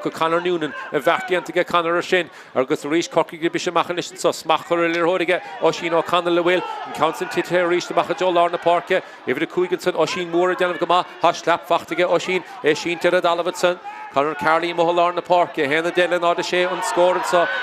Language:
Irish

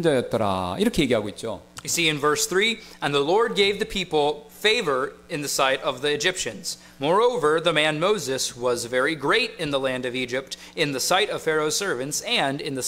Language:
Korean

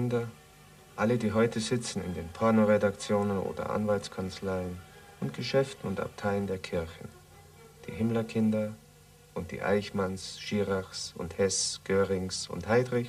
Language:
German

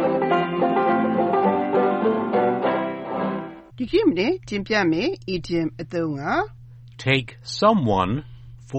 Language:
Burmese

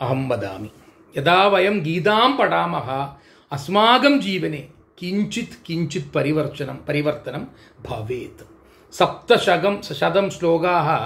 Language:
Sanskrit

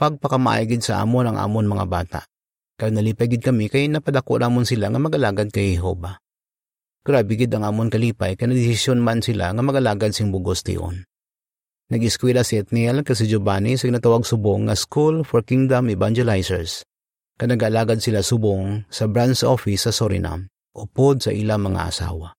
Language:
Hiligaynon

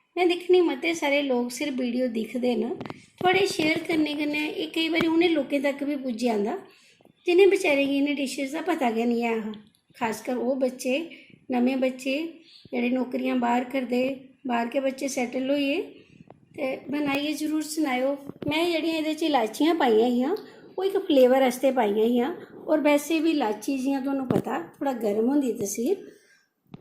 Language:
Dogri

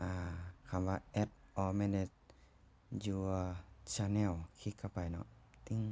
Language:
Lao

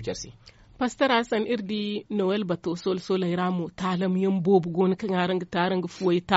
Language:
Zarma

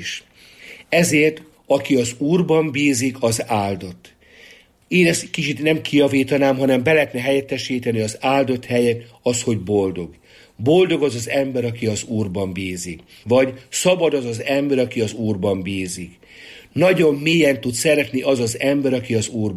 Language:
Hungarian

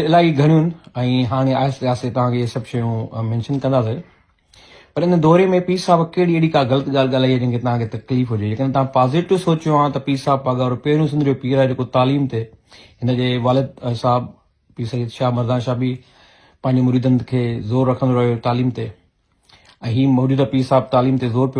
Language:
Sindhi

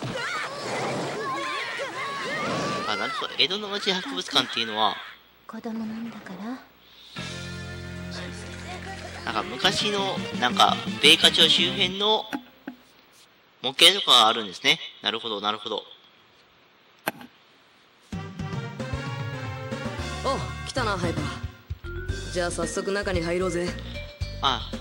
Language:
Japanese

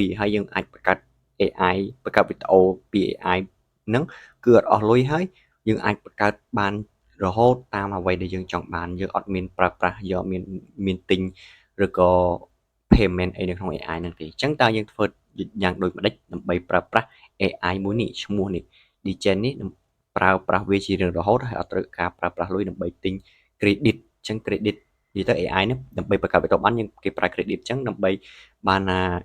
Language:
Khmer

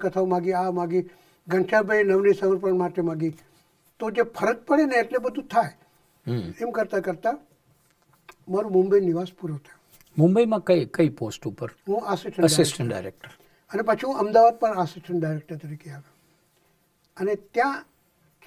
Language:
Gujarati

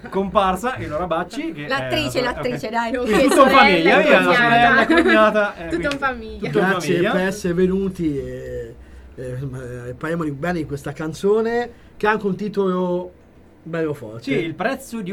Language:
Italian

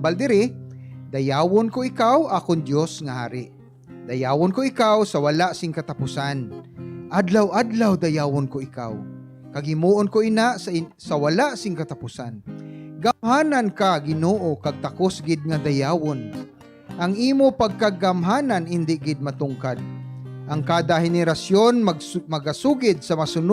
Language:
Hiligaynon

